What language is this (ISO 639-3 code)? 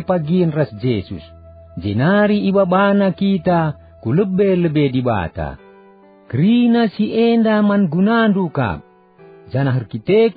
btx